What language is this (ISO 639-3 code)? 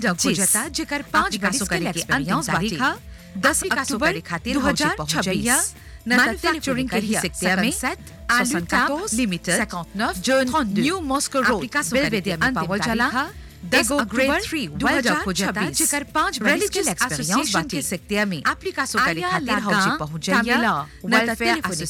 bho